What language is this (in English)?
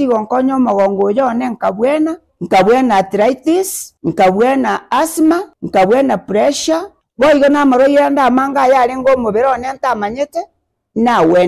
Gusii